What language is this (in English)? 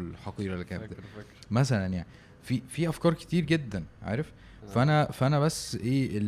Egyptian Arabic